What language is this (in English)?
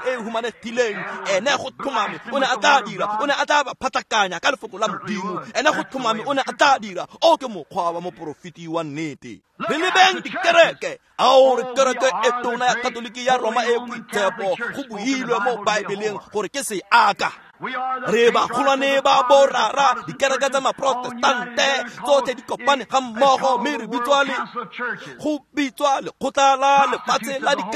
Tswana